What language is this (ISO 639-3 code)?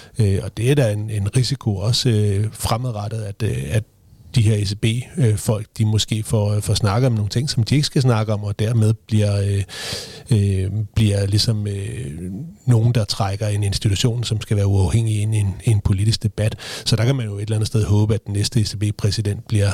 dan